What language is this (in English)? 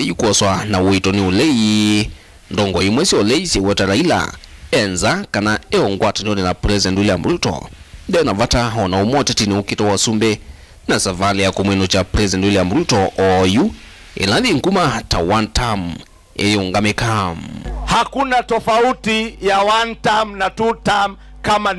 Kamba